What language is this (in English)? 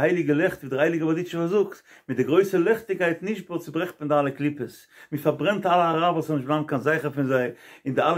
Yiddish